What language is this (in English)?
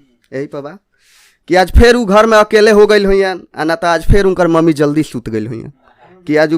Bhojpuri